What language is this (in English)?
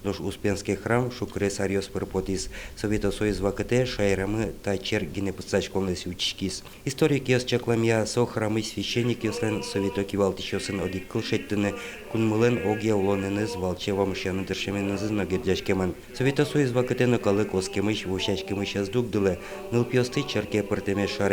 Udmurt